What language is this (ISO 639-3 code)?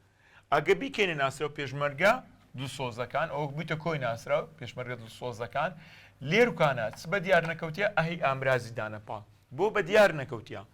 ckb